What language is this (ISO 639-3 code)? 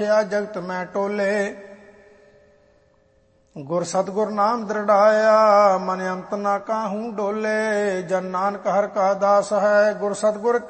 pan